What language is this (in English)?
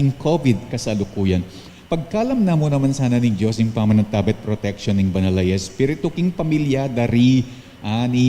Pampanga